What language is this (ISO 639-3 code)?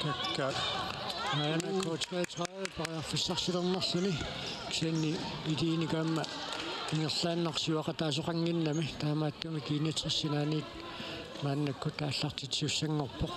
kal